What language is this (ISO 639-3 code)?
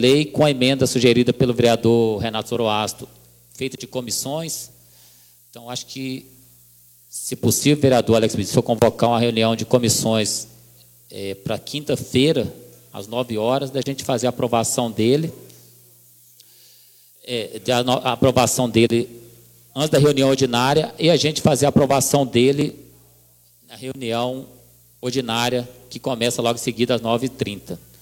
por